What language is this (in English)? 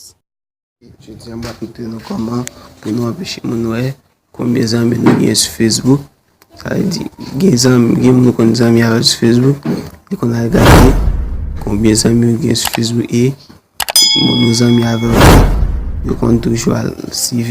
Haitian Creole